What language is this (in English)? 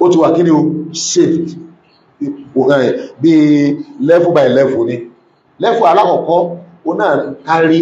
Yoruba